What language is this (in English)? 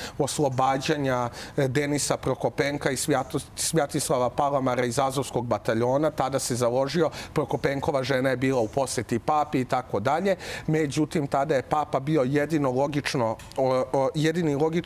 Serbian